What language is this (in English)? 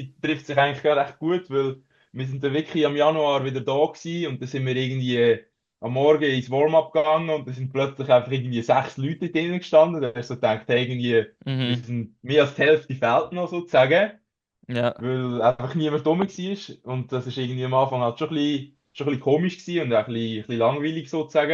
Swiss German